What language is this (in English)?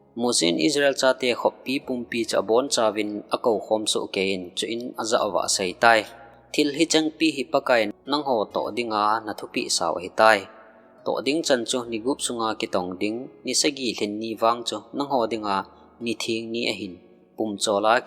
Thado Chin